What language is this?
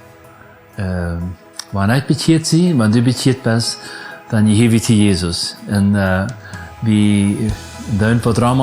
Plautdietsch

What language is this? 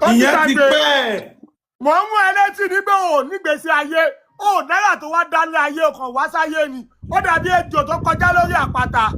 Yoruba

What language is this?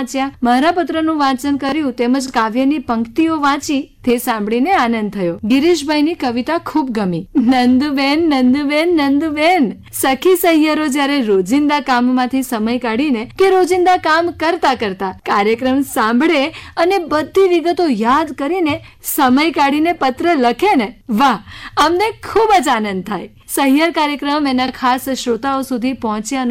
Gujarati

